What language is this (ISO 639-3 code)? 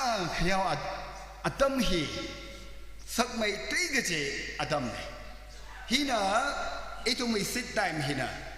nmf